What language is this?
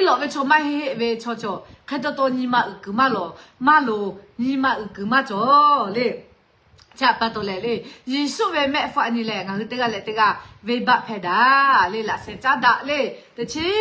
Lahu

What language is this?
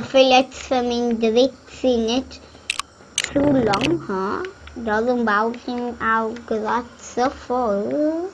Swiss German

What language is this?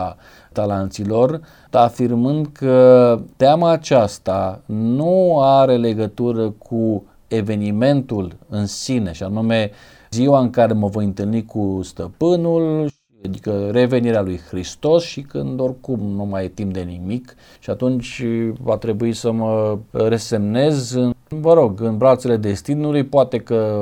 Romanian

